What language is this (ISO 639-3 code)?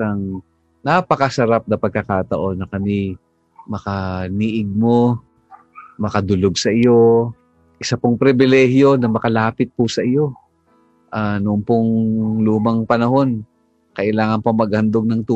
fil